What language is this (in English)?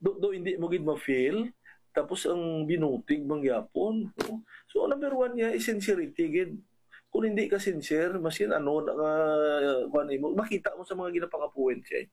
Hiligaynon